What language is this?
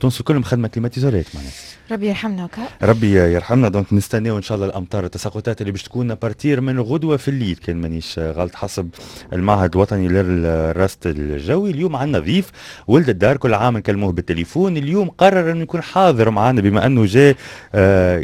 Tunisian Arabic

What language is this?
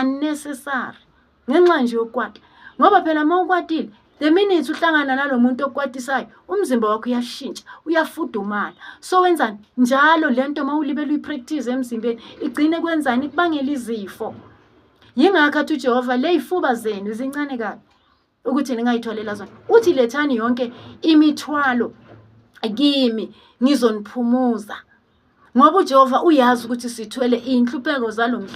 Zulu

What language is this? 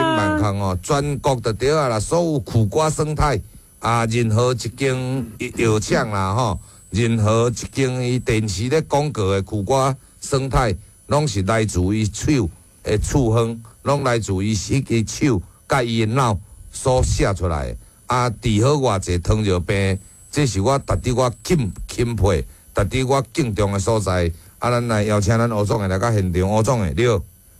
Min Nan Chinese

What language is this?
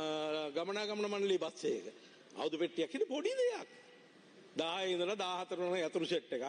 Sinhala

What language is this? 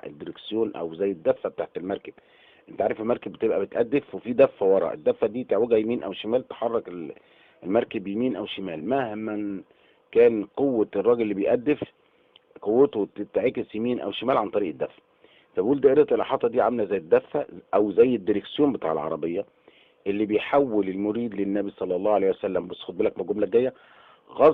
Egyptian Arabic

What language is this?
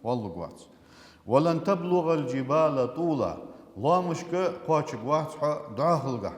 Ingush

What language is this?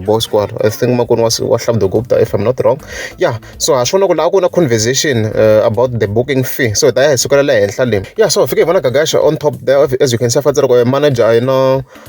Tsonga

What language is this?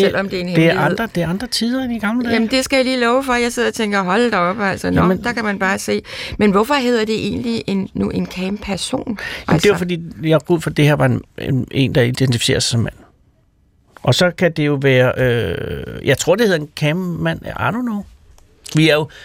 Danish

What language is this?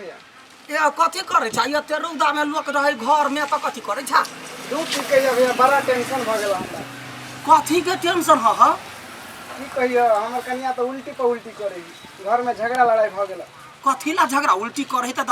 Maithili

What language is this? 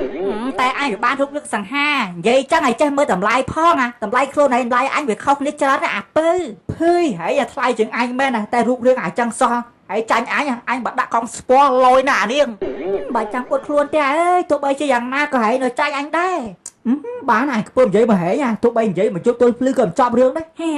Khmer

